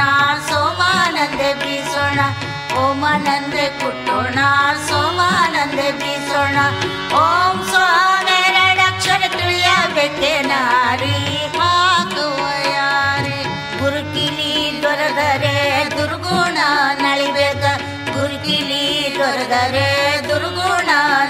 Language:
Kannada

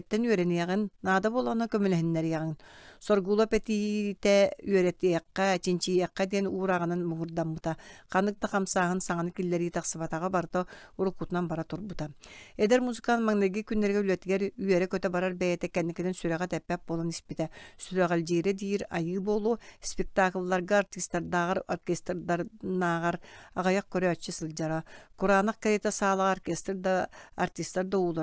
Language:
Yakut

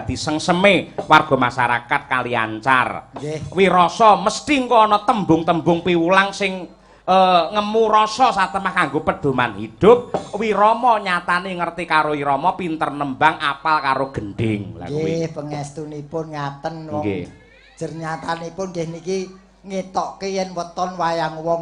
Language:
Javanese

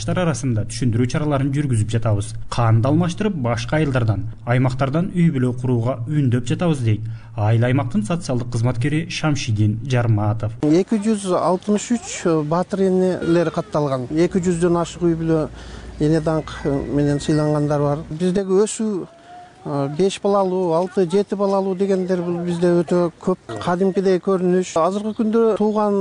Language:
Kyrgyz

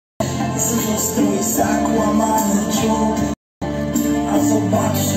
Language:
Polish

